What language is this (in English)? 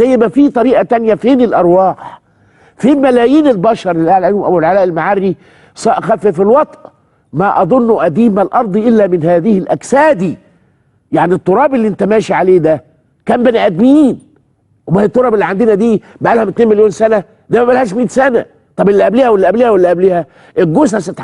Egyptian Arabic